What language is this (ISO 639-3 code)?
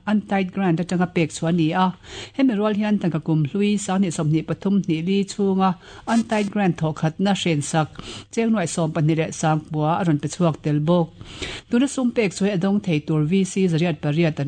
lus